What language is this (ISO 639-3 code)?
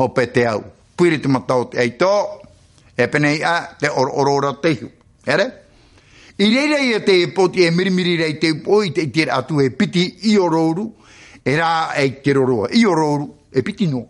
tah